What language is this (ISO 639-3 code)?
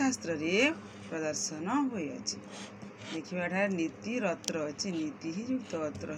ori